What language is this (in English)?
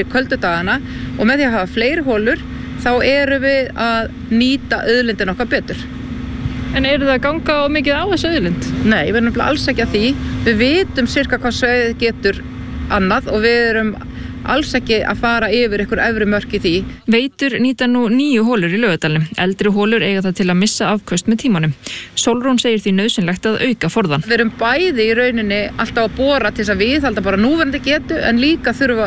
Icelandic